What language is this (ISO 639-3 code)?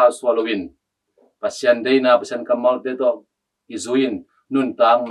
ctd